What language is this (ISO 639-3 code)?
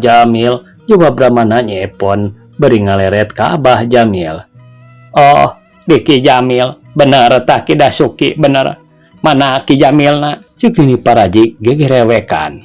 sun